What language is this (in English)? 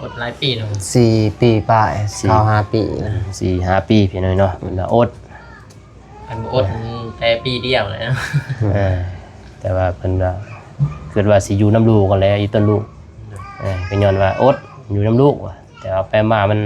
Lao